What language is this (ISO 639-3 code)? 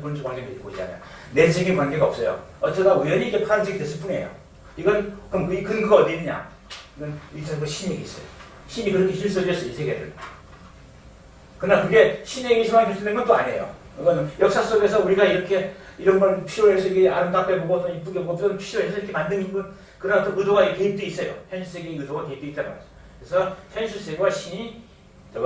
kor